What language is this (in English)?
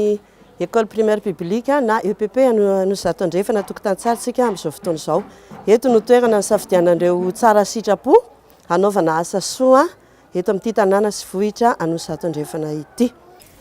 Malagasy